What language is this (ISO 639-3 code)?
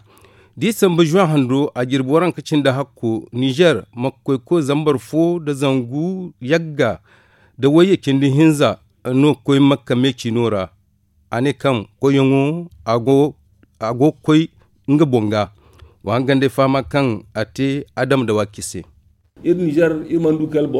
dje